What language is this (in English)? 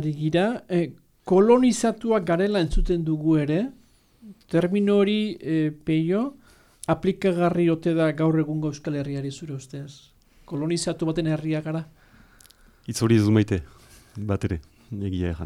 Basque